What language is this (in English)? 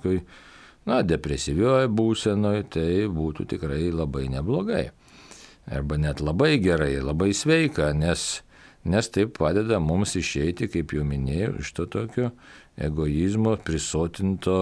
Lithuanian